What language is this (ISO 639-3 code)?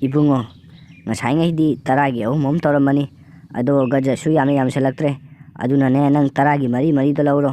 mni